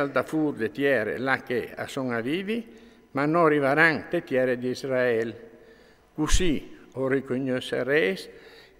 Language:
Friulian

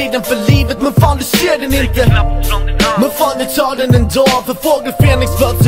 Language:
Swedish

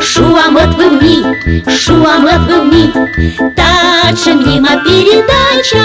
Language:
Komi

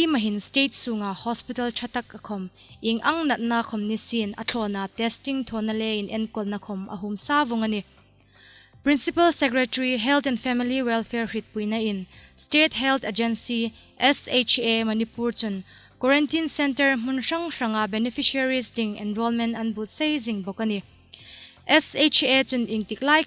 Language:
Hmar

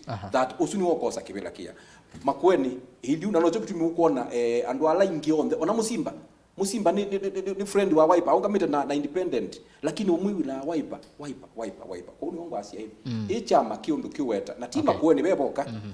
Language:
Kamba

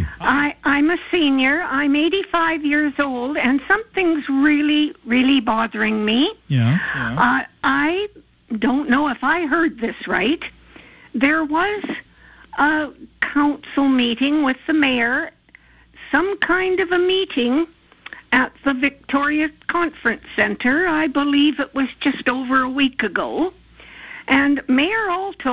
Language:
English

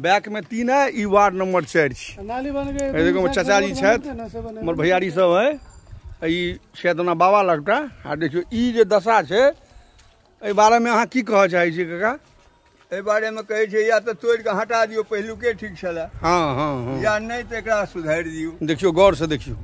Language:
Maithili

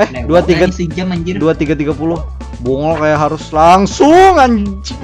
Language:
Banjar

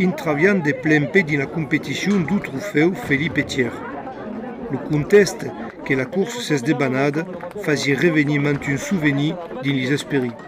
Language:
Occitan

